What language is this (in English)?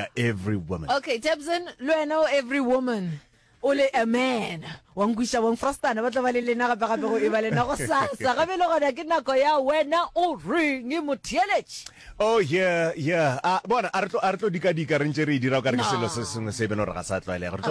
Northern Sotho